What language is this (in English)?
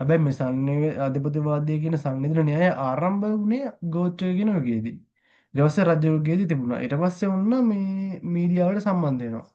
Sinhala